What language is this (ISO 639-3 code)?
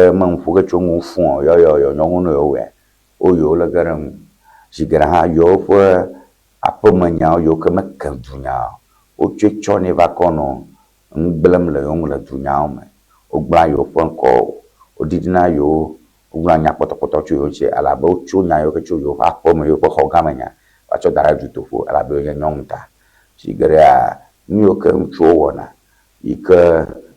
ewe